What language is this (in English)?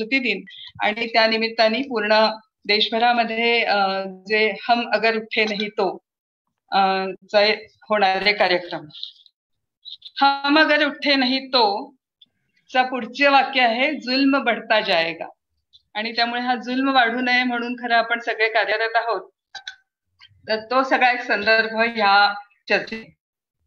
Marathi